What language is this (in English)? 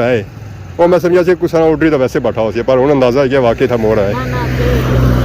Pahari-Potwari